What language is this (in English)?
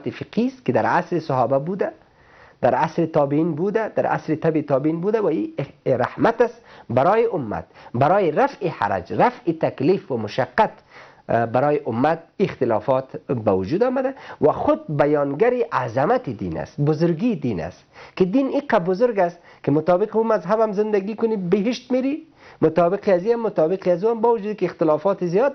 Persian